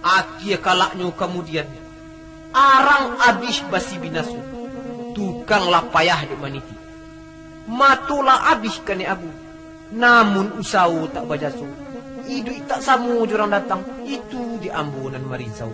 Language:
Minangkabau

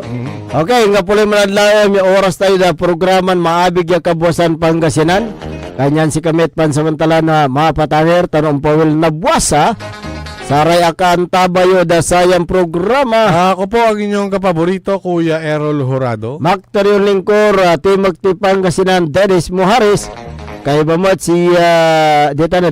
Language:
Pangasinan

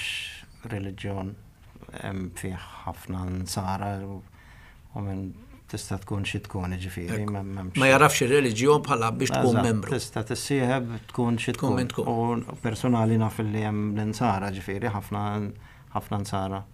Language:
Maltese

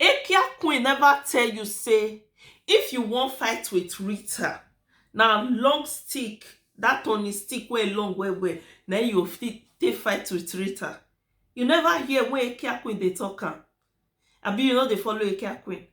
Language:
Nigerian Pidgin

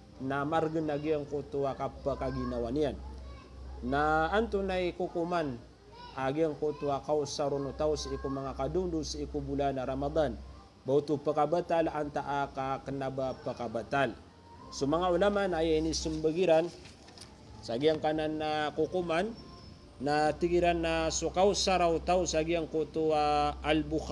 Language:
Maranao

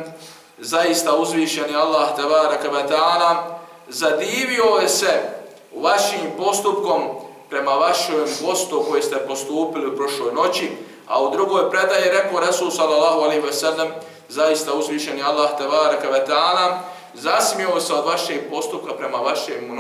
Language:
Bosnian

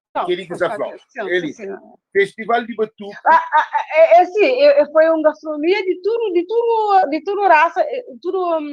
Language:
Kabuverdianu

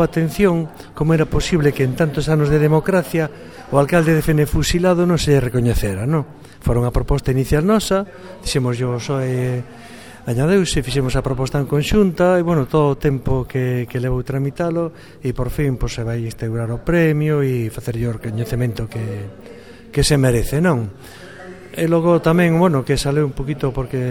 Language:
Galician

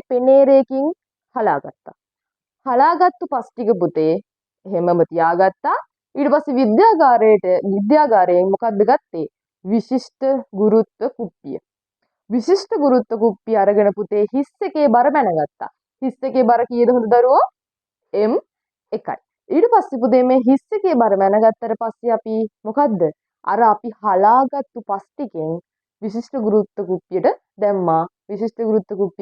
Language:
Sinhala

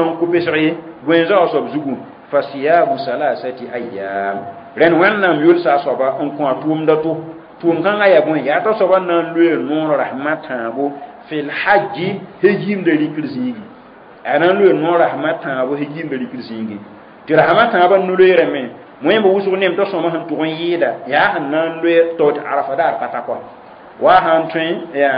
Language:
Mossi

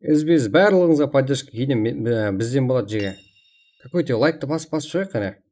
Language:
Kara-Kalpak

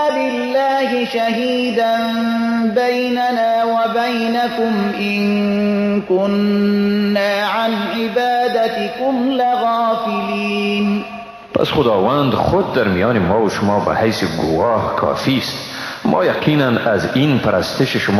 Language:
Persian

